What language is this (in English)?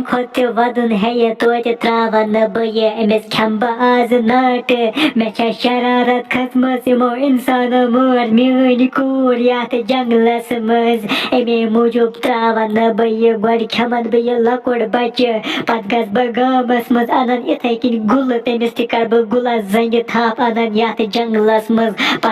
Kashmiri